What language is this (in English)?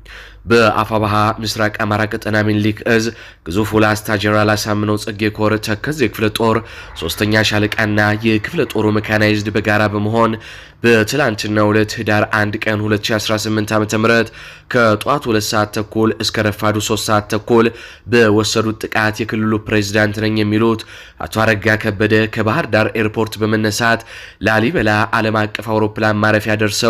Amharic